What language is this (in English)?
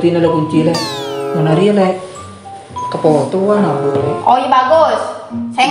Madurese